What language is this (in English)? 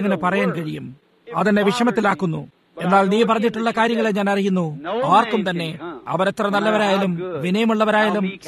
Malayalam